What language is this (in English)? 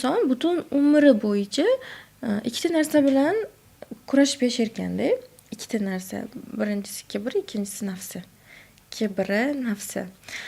Uzbek